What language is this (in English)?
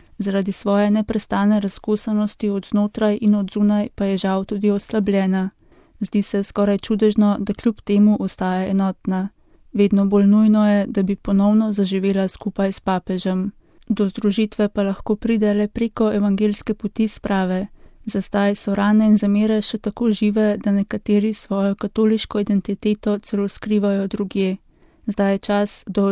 Slovenian